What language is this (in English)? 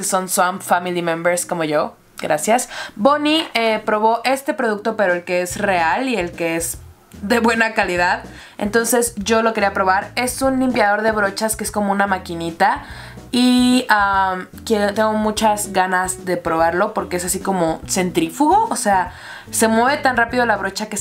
Spanish